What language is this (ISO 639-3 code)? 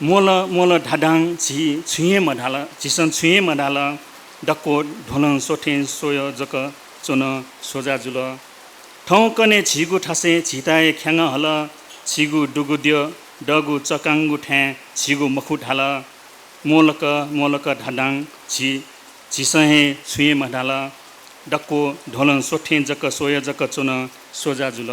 new